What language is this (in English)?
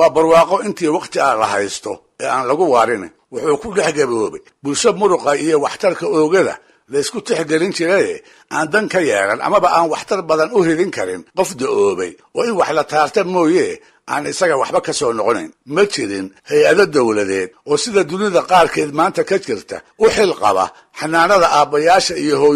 Somali